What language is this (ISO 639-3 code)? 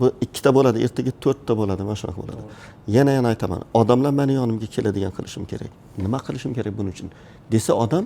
uzb